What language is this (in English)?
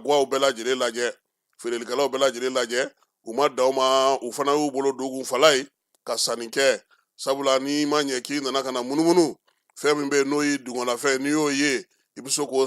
Bambara